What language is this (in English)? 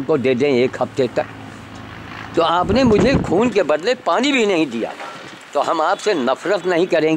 Hindi